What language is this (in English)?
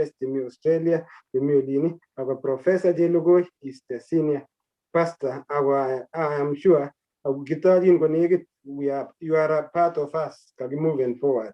Kalenjin